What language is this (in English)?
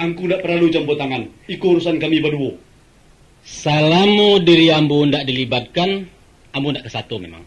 Minangkabau